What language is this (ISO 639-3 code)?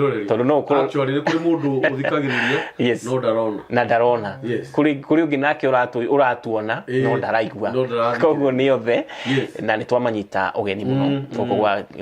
kik